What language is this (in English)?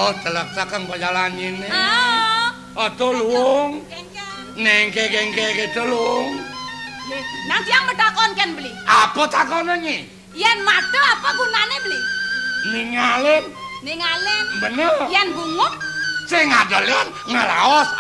Balinese